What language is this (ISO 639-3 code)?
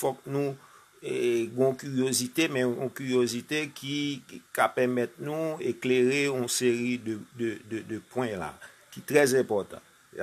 hat